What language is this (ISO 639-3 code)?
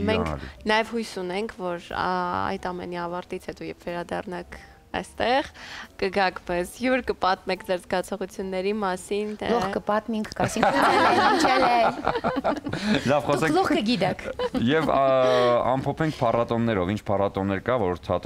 hye